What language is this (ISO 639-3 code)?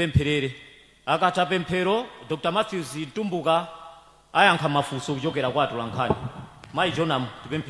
nya